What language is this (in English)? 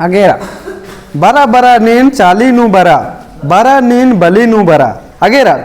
Kurukh